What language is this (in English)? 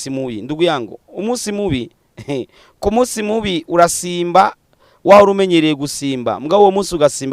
Rundi